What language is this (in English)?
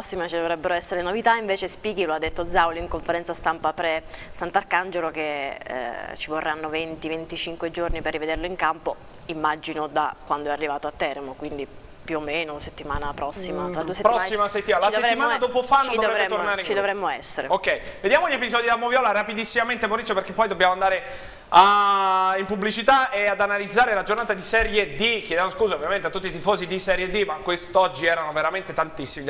Italian